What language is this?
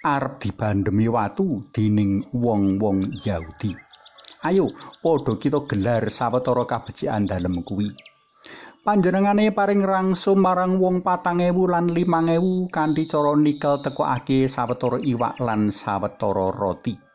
Javanese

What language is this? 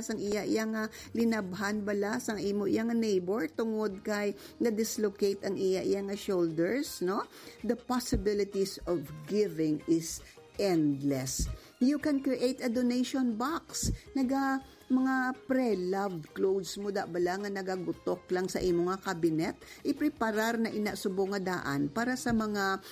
Hiligaynon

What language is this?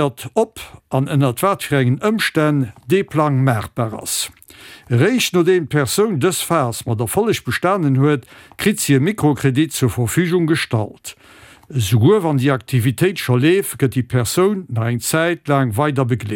Luxembourgish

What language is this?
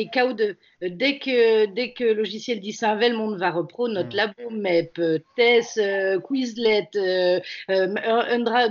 Breton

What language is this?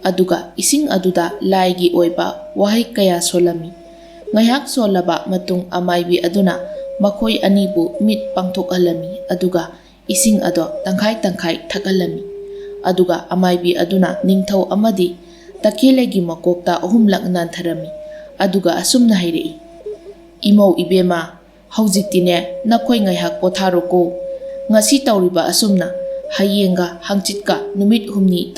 Manipuri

